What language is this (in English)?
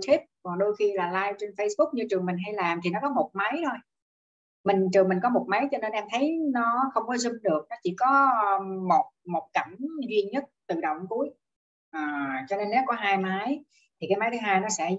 Vietnamese